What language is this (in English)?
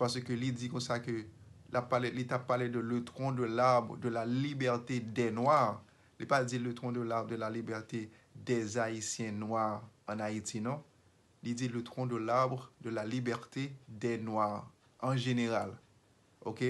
Haitian Creole